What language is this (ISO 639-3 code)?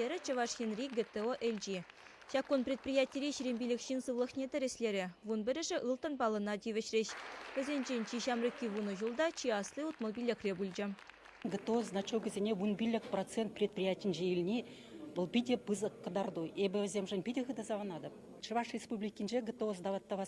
chv